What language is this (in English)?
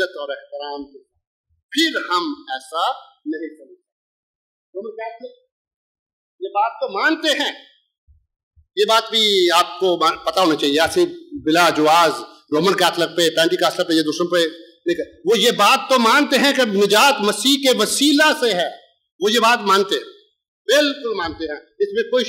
Urdu